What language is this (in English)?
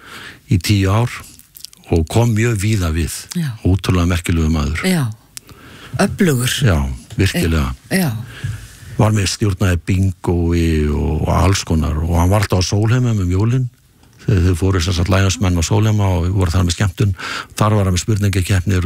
Icelandic